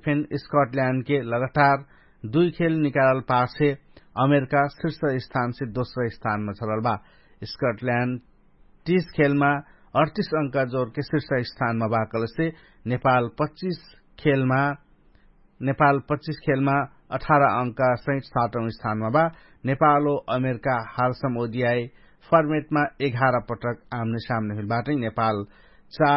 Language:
Dangaura Tharu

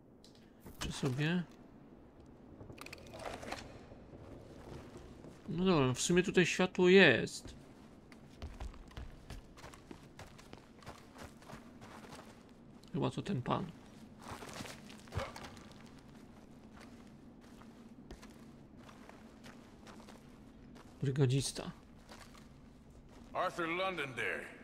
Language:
Polish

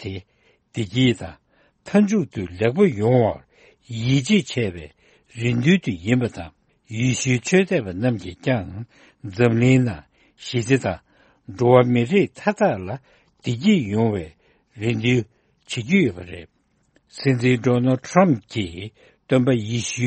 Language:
Tibetan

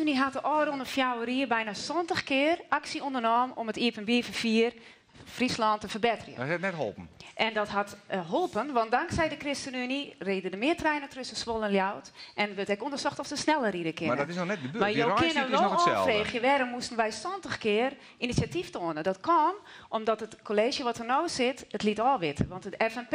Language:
Western Frisian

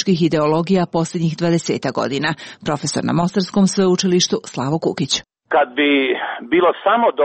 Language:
Croatian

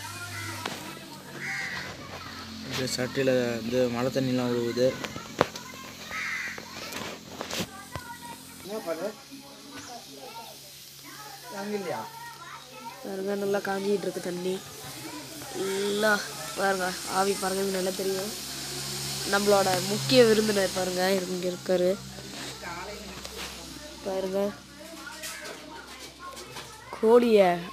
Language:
Tamil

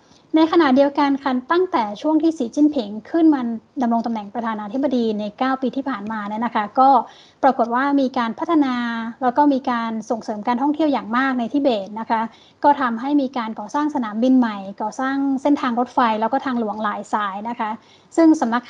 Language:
Thai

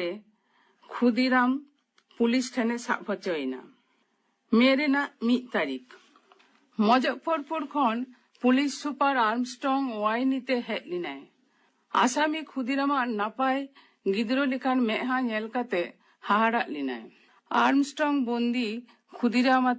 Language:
Santali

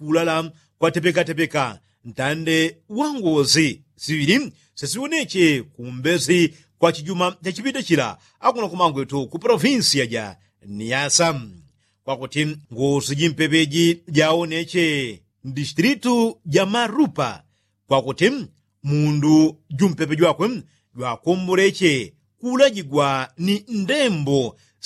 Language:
Yao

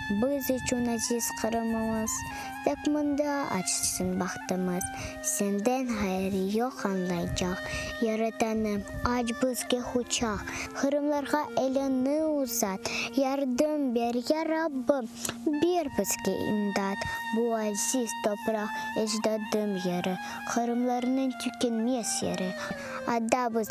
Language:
Crimean Tatar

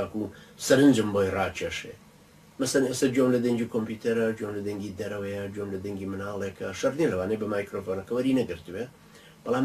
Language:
Central Kurdish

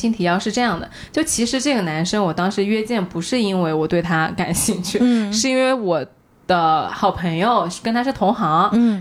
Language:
Chinese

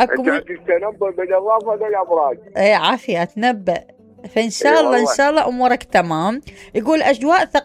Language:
Mesopotamian Arabic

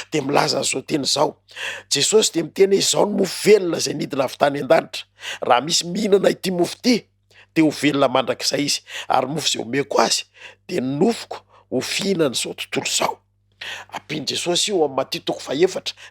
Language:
Malagasy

